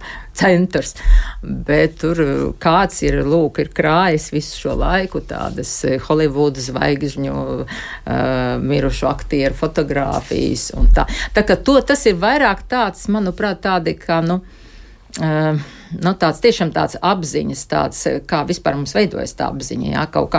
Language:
Latvian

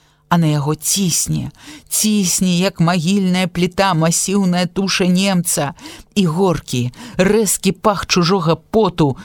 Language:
Belarusian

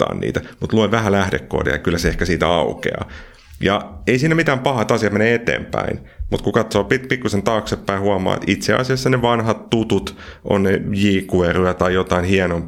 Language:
Finnish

